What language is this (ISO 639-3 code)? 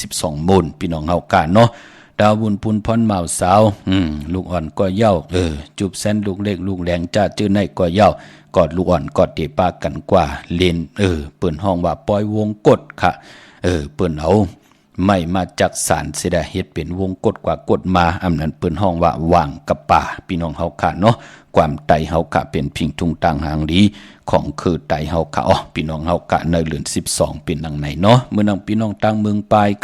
shn